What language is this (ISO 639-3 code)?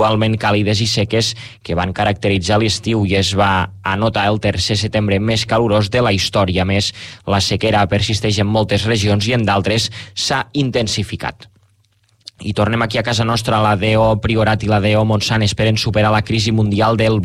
cat